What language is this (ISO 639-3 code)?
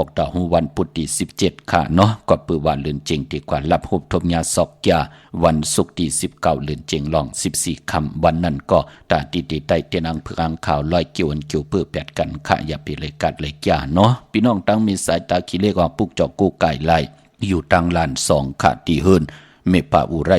shn